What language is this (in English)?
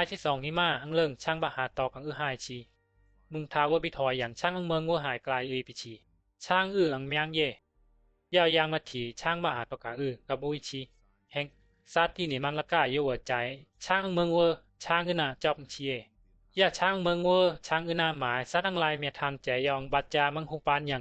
Bisu